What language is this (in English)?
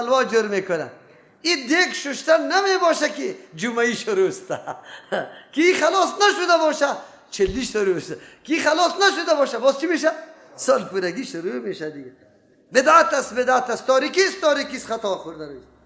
Persian